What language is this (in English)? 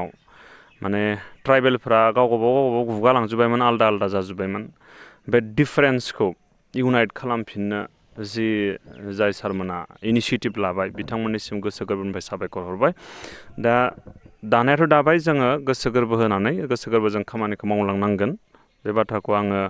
Bodo